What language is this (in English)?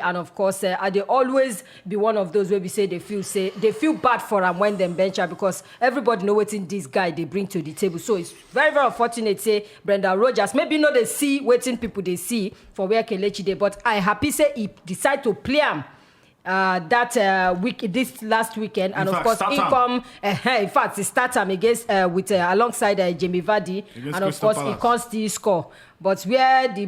Nigerian Pidgin